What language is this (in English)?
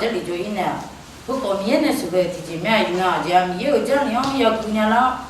Akha